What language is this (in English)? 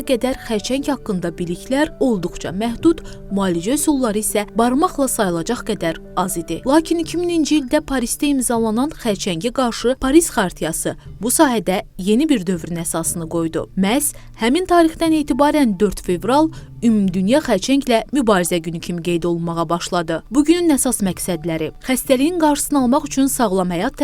Azerbaijani